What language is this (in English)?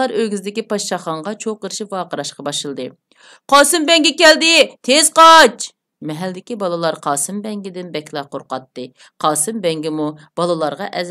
Uyghur